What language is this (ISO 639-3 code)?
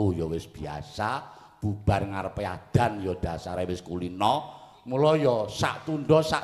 jav